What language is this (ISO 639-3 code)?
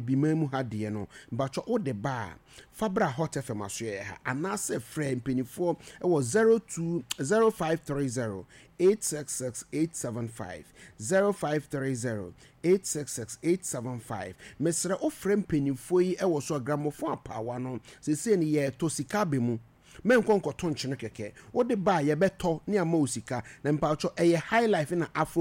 aka